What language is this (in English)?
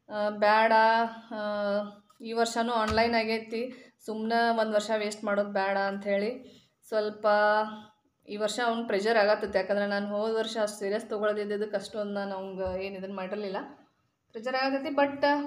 Kannada